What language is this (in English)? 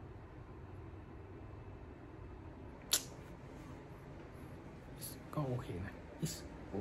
Thai